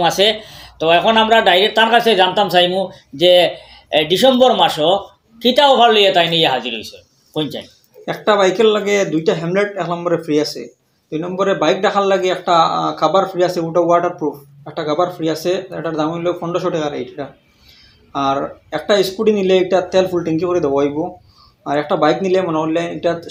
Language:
Sylheti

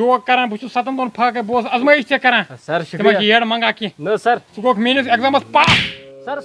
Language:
Kashmiri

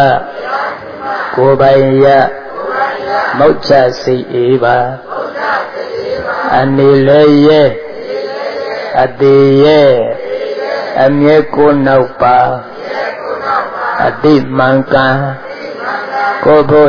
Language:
Burmese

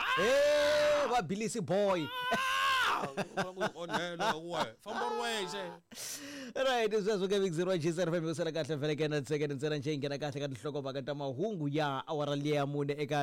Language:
Tsonga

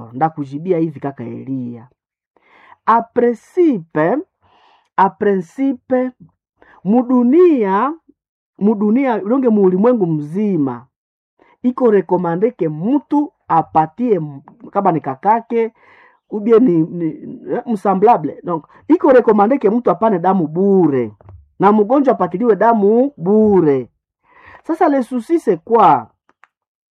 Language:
Swahili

